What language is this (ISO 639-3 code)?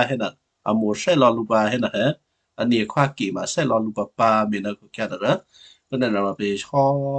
kyu